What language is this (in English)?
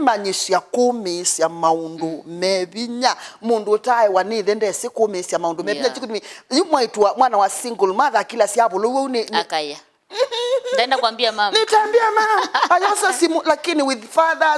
Kamba